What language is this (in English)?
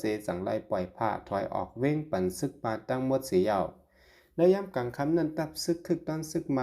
Shan